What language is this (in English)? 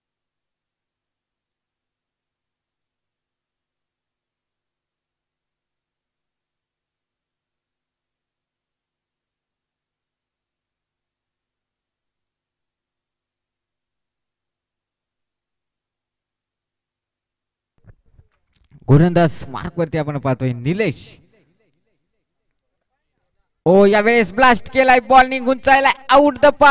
Marathi